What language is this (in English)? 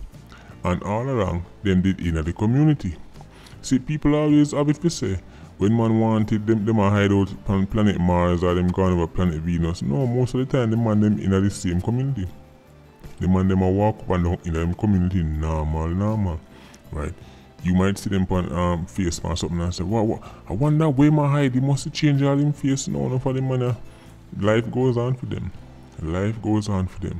Jamaican Creole English